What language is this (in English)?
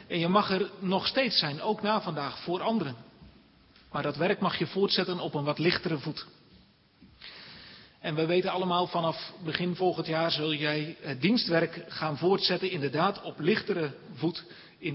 Dutch